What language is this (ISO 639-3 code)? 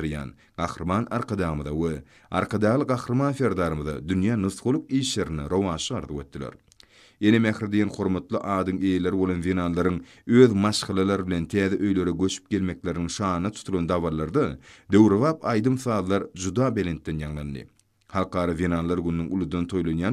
tuk